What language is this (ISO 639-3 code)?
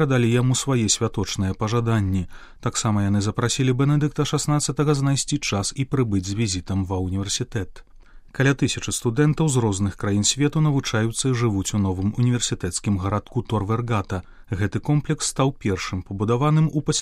bel